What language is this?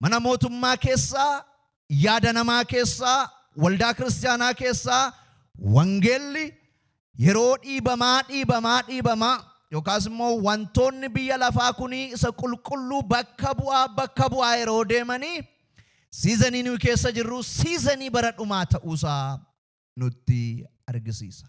Oromo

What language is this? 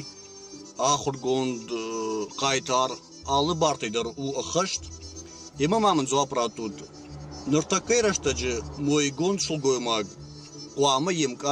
Ossetic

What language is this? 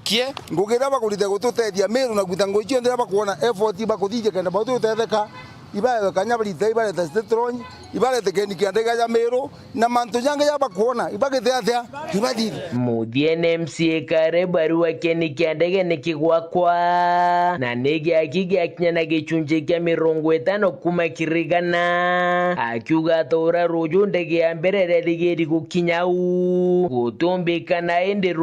Meru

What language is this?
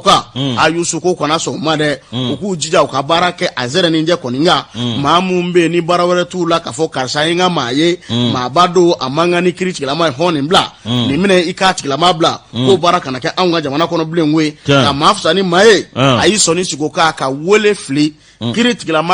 Bambara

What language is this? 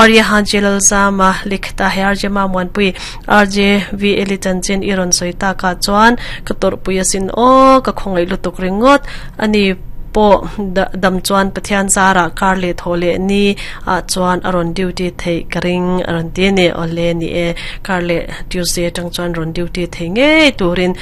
Mizo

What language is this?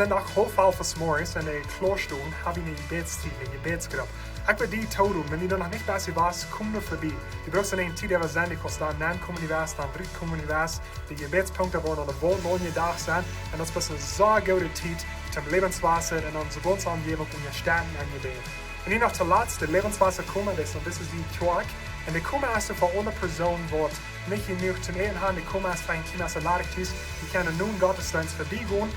Plautdietsch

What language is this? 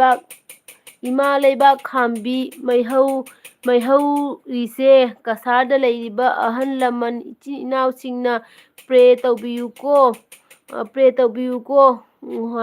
Manipuri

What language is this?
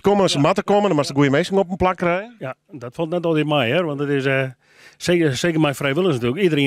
Western Frisian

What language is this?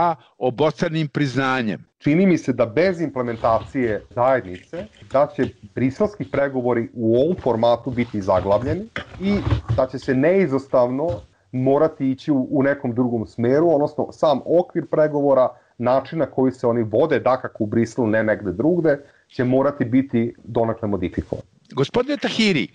Serbian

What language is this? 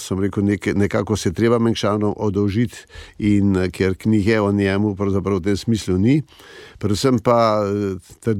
Slovenian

